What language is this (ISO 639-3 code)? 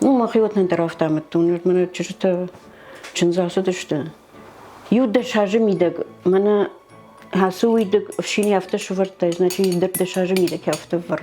oss